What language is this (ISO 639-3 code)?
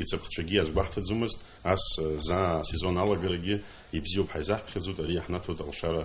abk